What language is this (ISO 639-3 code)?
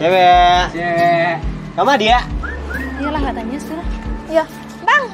min